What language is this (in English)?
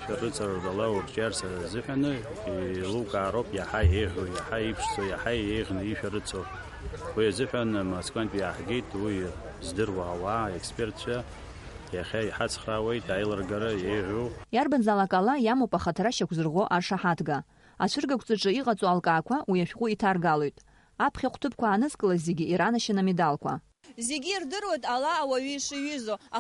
Abkhazian